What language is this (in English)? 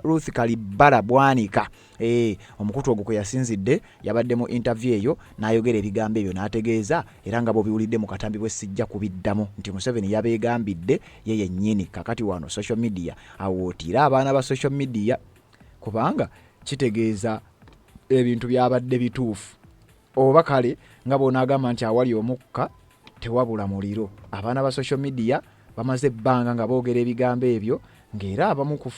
Ganda